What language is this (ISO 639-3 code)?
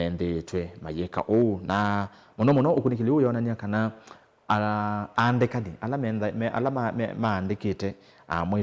kam